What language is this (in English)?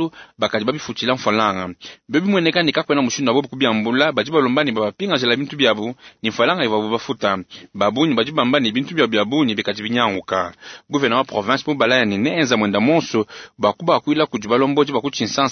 Luba-Lulua